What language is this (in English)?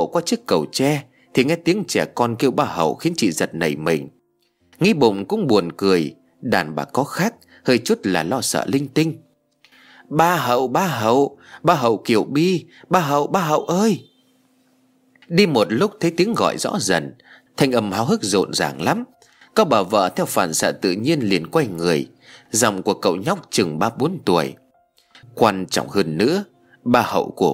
Vietnamese